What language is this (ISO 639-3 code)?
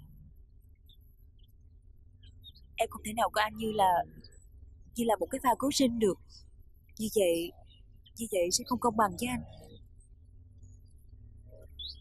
vie